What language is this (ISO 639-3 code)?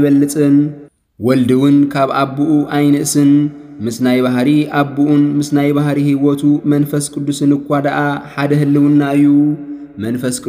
tir